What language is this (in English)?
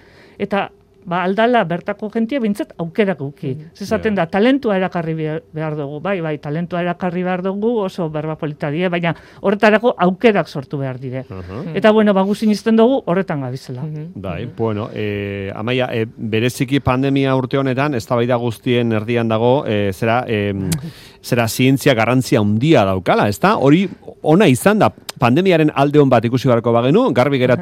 Basque